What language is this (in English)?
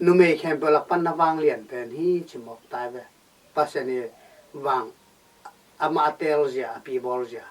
Tedim Chin